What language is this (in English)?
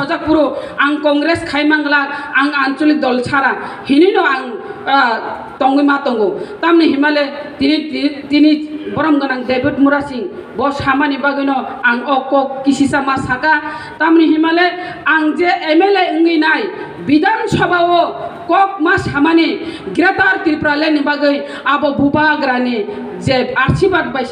Kok Borok